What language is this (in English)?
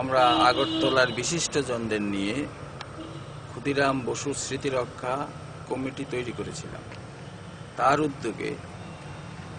Bangla